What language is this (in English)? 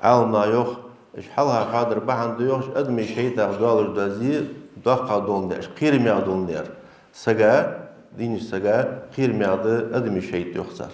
Ingush